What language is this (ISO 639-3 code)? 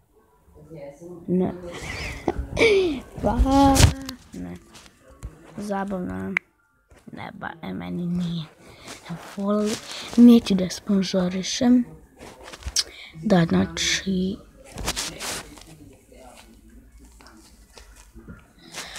srp